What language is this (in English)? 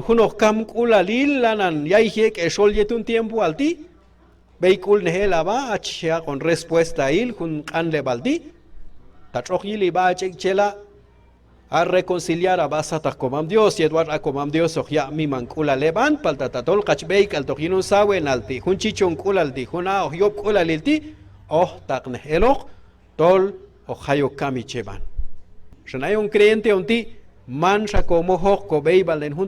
Q'anjob'al